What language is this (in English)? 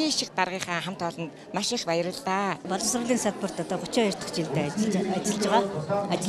Mongolian